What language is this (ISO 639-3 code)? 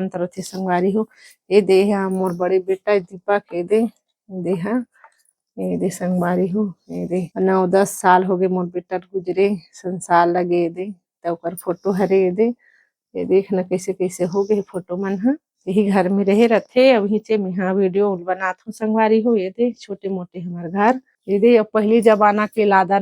hne